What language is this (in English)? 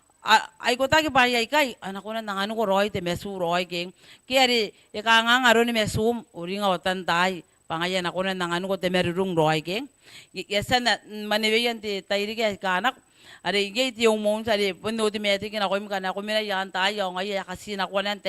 Gilbertese